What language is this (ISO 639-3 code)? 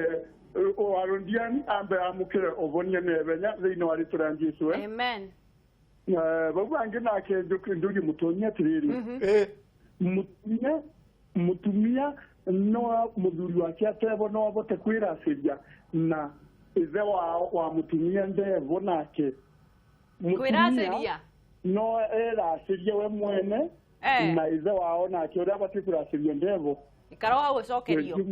kik